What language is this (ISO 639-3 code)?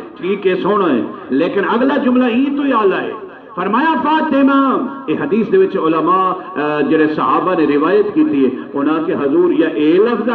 skr